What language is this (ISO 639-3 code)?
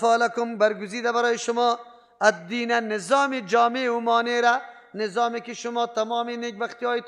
fas